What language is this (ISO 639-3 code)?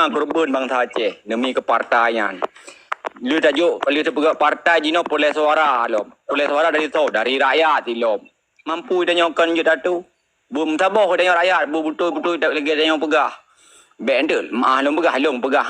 ace